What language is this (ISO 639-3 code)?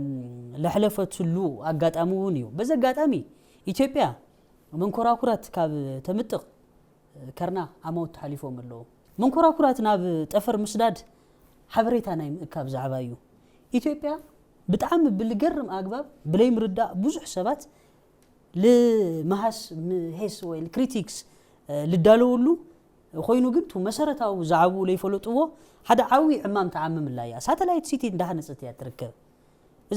tir